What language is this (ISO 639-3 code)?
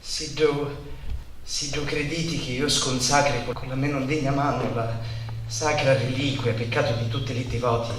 scn